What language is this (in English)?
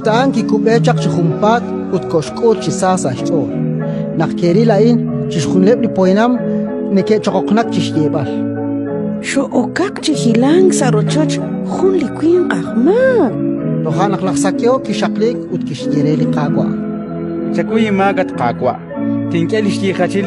Kekchí